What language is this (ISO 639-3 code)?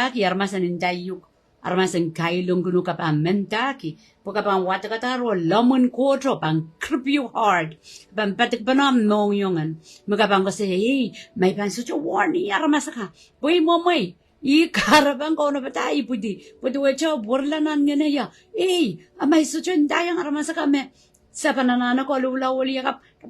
pon